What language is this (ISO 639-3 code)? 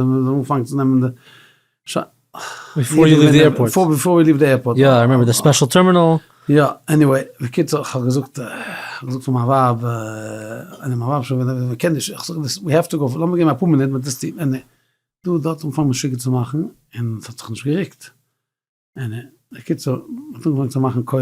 yid